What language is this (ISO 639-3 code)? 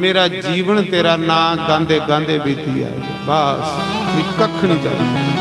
doi